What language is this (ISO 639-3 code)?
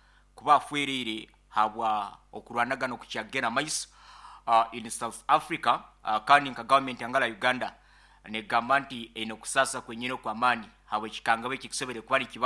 nyo